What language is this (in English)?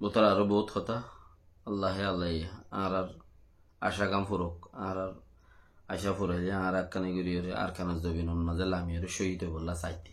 Rohingya